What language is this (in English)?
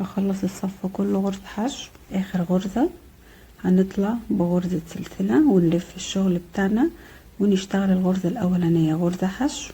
Egyptian Arabic